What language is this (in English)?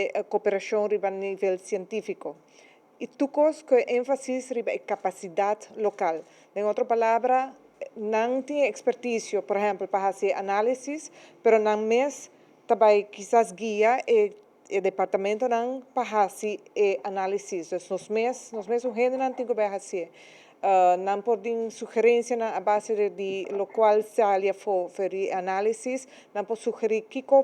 Papiamento